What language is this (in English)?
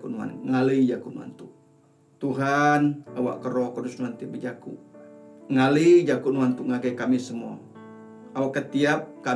Iban